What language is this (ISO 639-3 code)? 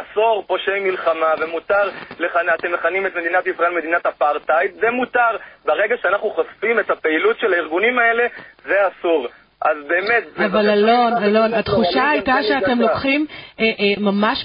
heb